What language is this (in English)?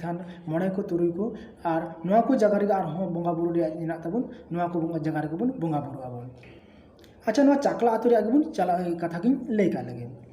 Santali